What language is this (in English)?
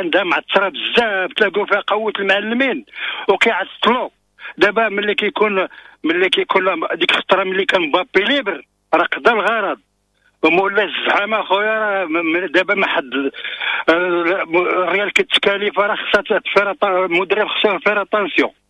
Moroccan Arabic